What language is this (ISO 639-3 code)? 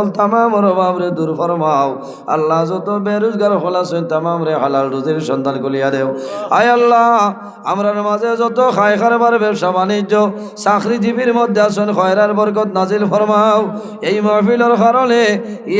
syl